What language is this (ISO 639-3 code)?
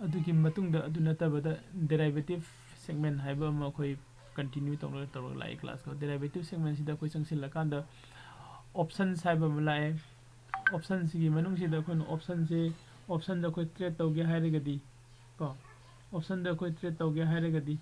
mni